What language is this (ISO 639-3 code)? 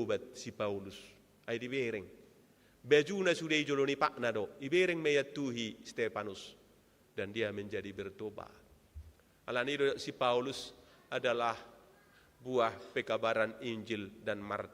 bbc